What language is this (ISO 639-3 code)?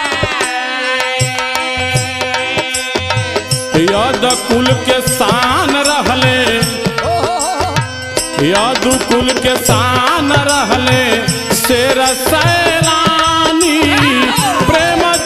bho